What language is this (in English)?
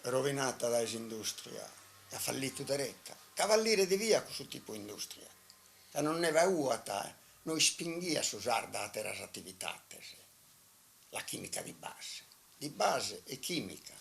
Sardinian